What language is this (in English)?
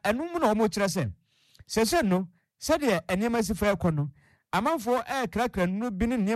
Akan